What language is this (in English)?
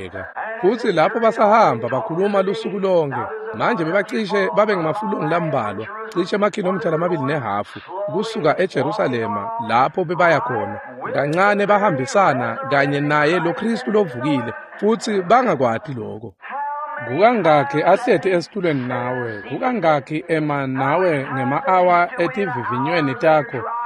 Swati